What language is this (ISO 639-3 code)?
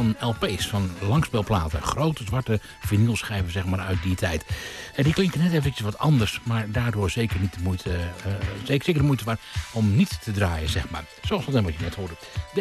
nld